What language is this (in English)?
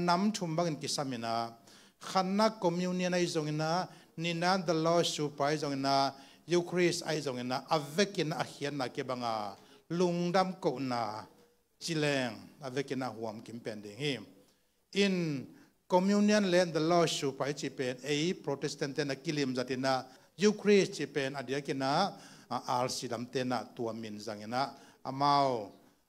Tedim Chin